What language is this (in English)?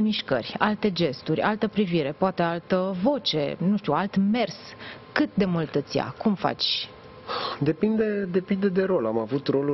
Romanian